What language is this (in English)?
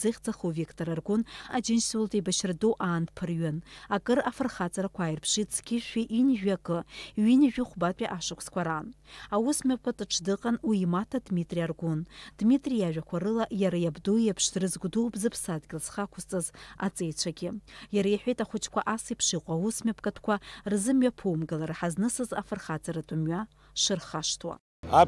Abkhazian